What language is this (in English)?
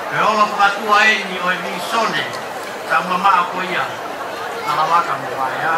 Tongan